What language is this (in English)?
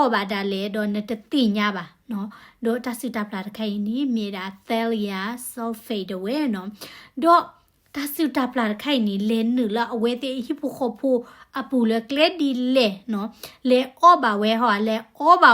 S'gaw Karen